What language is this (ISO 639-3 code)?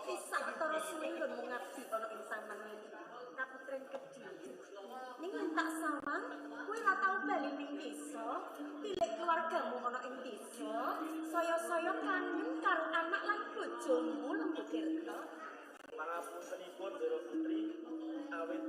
jav